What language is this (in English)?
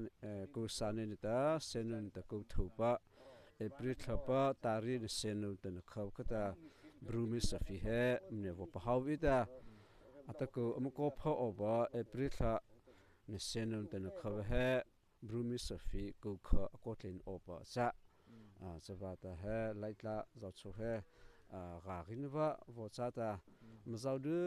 Mara Chin